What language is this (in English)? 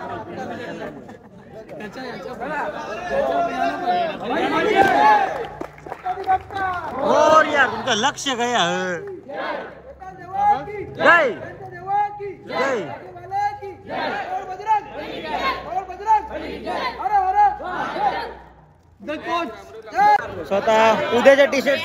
Marathi